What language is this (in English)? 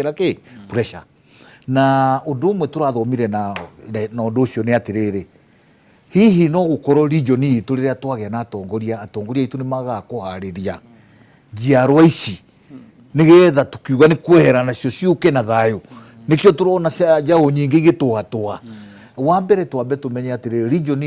Kikuyu